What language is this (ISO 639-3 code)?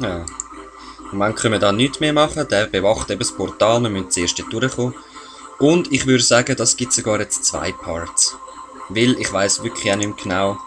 gsw